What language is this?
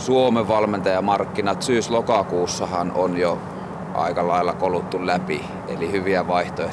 Finnish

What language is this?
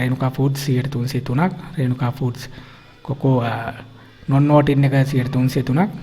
Sinhala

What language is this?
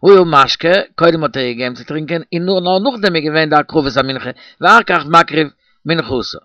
Yiddish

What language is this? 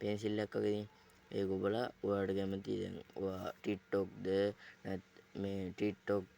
Sinhala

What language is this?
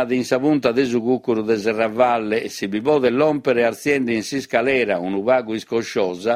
Sardinian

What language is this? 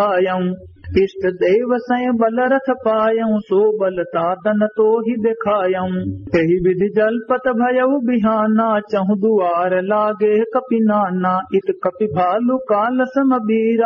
Awadhi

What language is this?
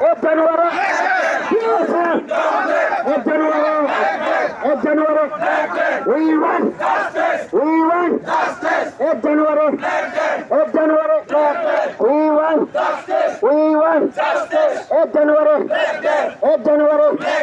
Kok Borok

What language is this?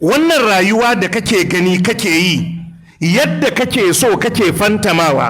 Hausa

